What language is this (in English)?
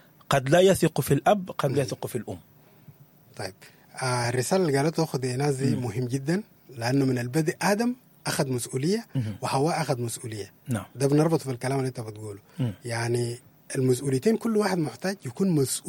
Sudanese Arabic